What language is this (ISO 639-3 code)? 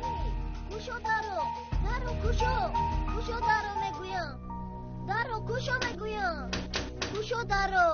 tgk